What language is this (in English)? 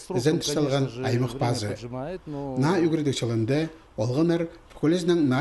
Khakas